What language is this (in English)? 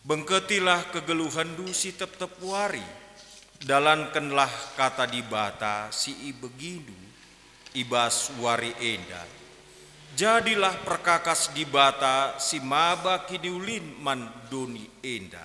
Batak Karo